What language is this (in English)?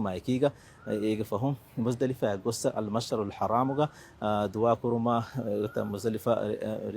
Divehi